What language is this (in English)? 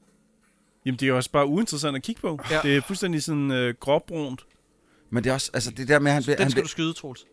Danish